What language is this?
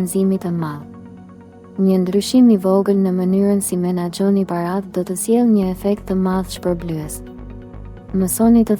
Albanian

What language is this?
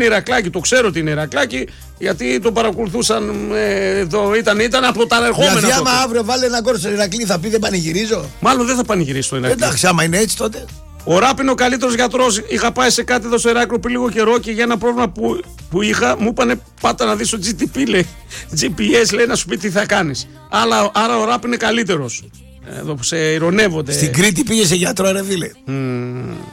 Greek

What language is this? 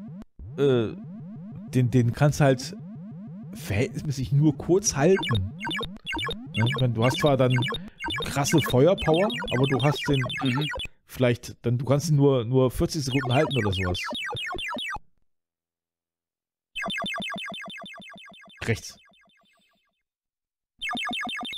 German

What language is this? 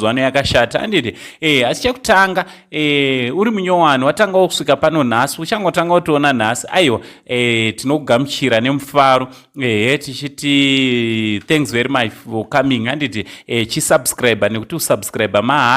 Shona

